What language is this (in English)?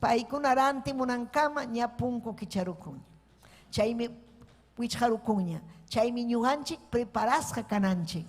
Ayacucho Quechua